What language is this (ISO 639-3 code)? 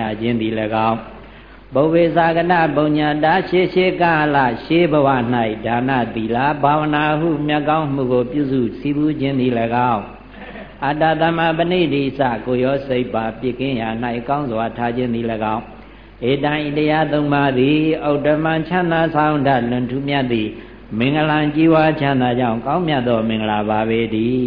mya